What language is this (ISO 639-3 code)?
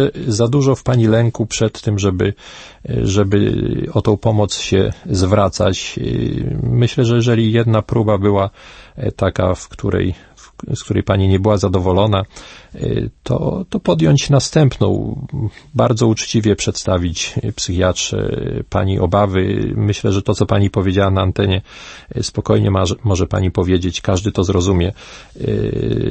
pol